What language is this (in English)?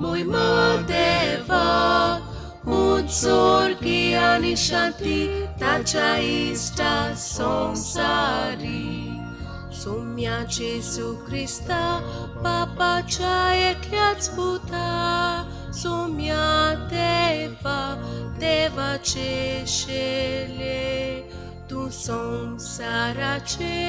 Konkani